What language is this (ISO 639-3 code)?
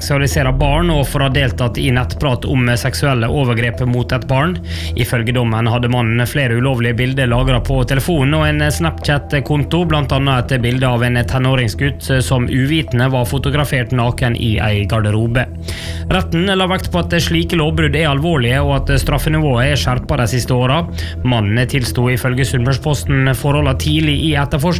nor